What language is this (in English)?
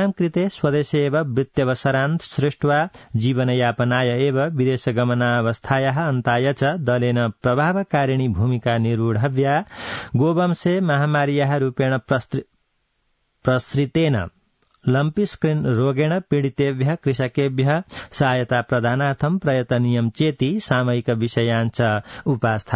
Sanskrit